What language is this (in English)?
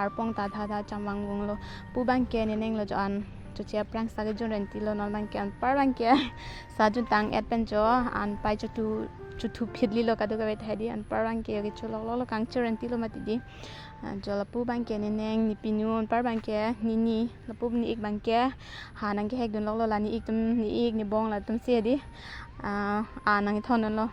Karbi